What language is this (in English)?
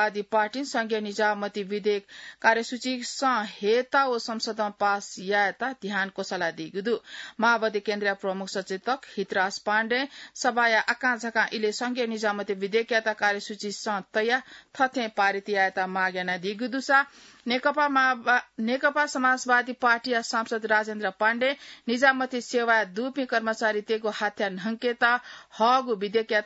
Newari